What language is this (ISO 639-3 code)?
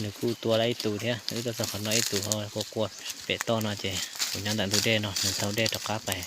hmn